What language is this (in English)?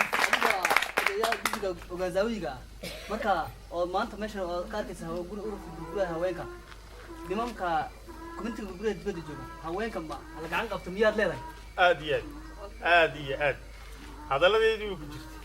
Somali